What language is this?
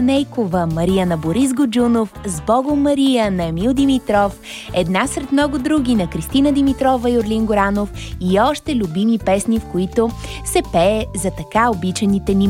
Bulgarian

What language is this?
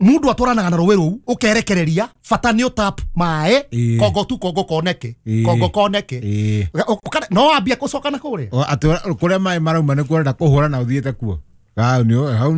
Kikuyu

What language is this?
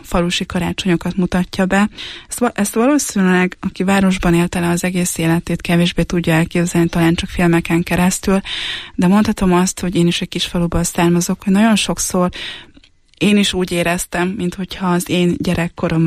Hungarian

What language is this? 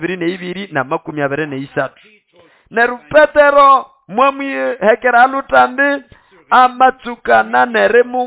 Nande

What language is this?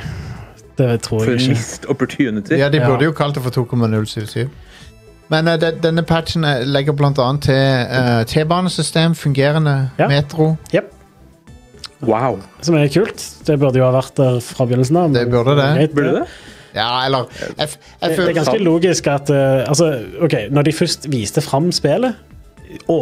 Norwegian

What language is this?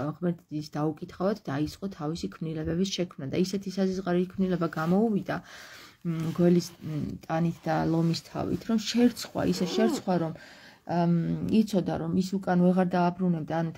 Georgian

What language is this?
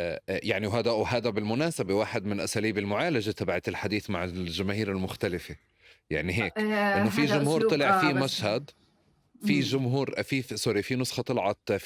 North Levantine Arabic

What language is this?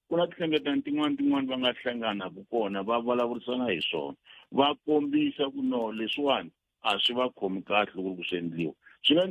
Tsonga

